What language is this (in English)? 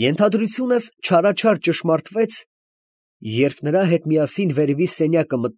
Armenian